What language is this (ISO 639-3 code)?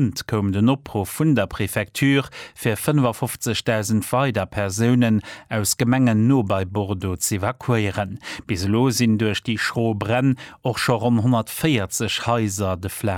ltz